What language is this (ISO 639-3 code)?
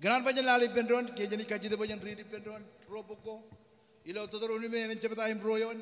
mah